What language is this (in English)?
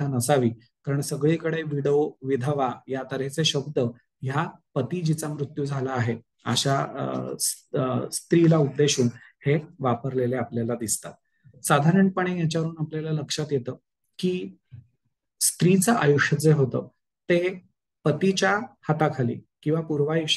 Marathi